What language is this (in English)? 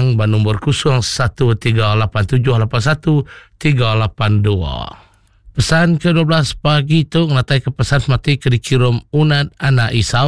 Iban